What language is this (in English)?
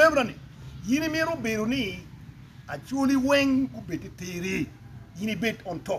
Acoli